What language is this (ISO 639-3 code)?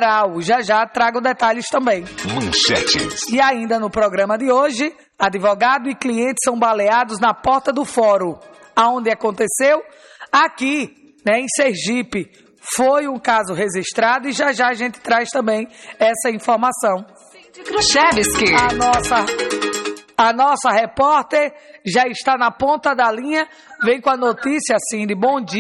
por